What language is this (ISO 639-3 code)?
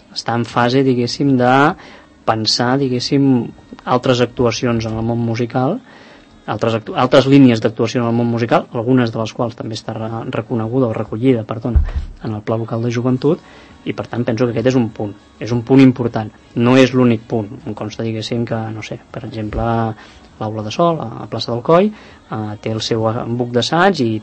cat